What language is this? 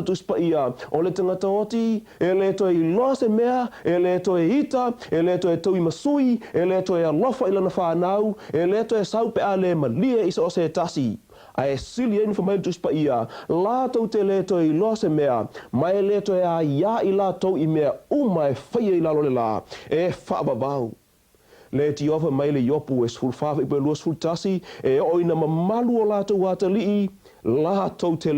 Samoan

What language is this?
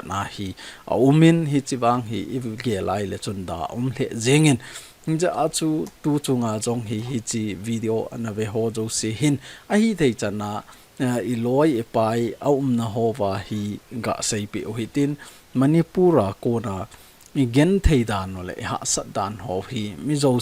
Thado Chin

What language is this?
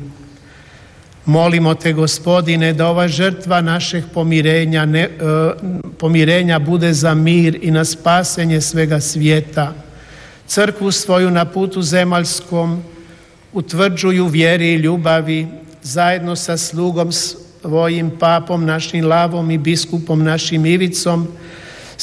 Croatian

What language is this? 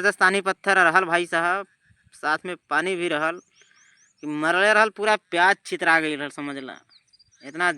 Bhojpuri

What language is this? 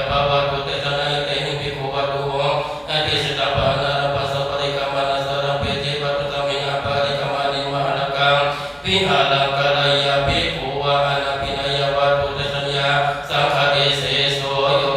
Pali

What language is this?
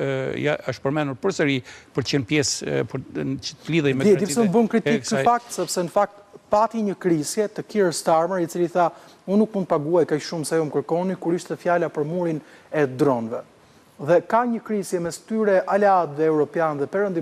Albanian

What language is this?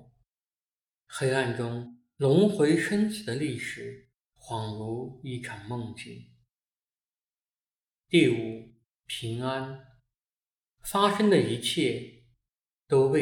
Chinese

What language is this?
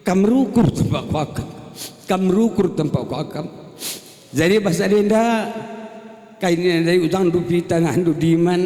Batak Karo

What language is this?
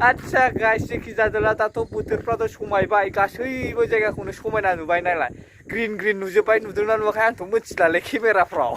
Bodo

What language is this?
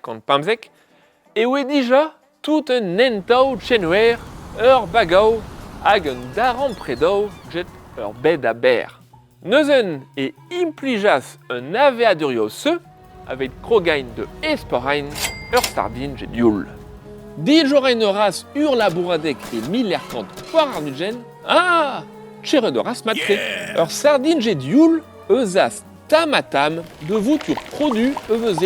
Breton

